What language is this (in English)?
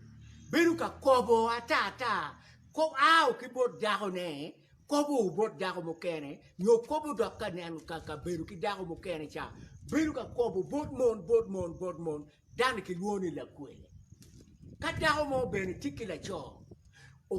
Acoli